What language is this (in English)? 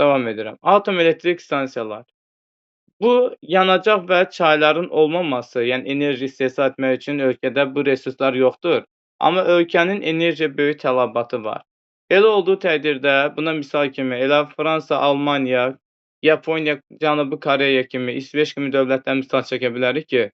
Azerbaijani